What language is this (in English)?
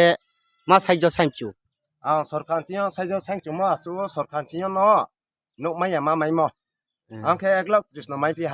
Riang (India)